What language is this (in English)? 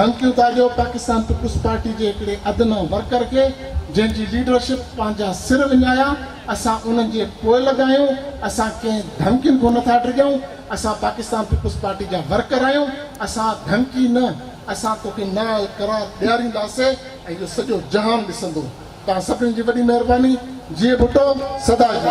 Sindhi